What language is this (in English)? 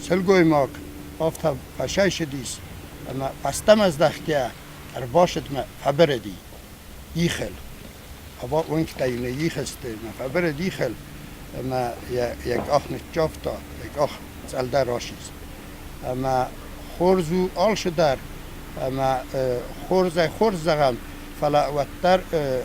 Ossetic